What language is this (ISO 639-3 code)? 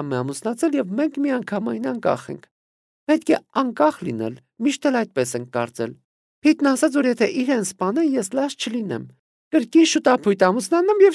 hye